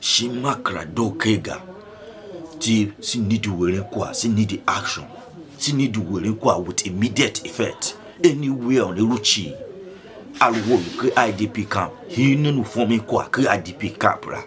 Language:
Tiv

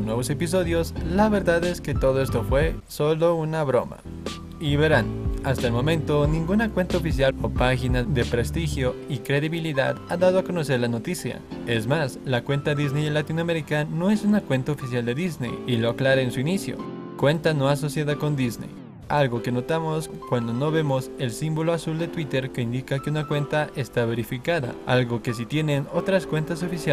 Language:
Spanish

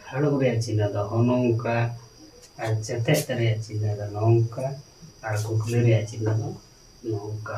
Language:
Santali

